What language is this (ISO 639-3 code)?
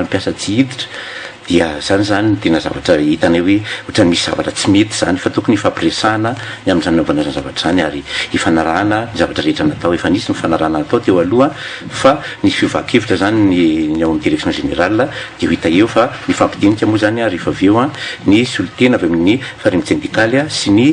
mlg